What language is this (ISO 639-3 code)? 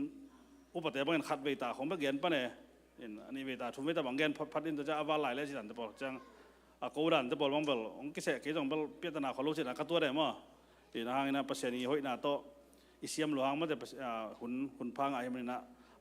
ctd